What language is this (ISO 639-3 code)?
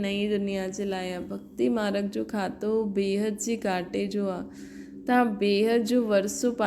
snd